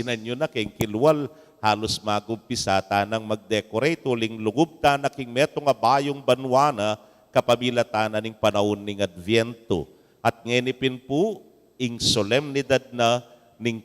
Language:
Pampanga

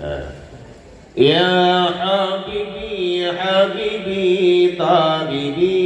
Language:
Achinese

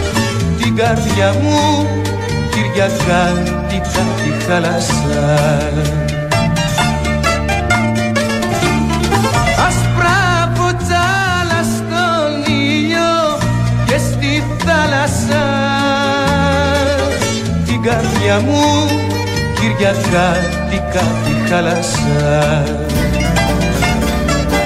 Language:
Greek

